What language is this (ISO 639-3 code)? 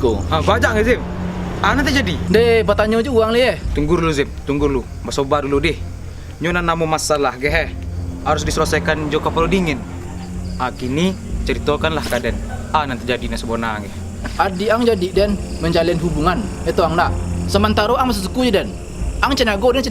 min